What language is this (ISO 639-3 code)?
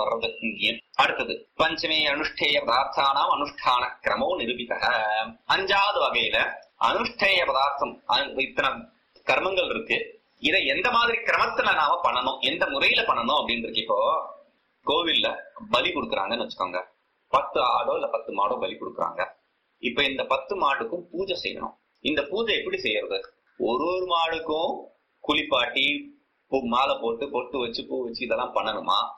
tam